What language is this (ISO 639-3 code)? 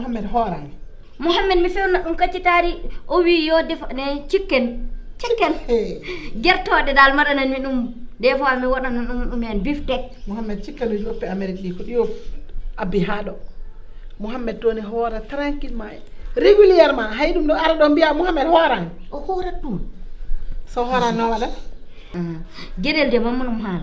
ful